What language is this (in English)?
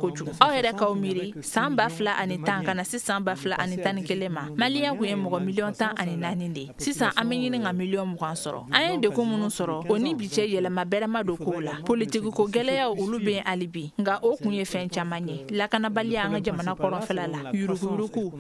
Bambara